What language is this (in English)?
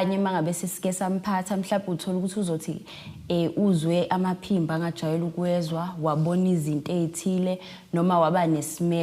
Zulu